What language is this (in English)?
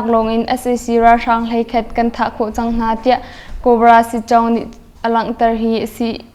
Hakha Chin